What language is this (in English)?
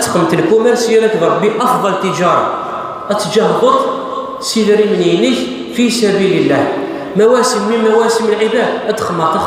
Kabyle